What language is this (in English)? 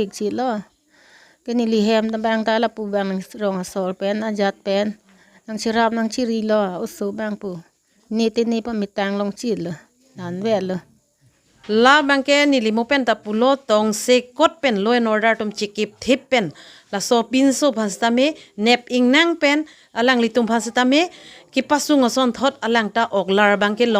Karbi